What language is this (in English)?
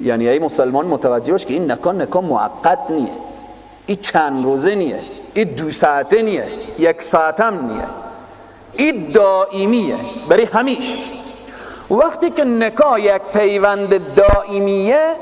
Persian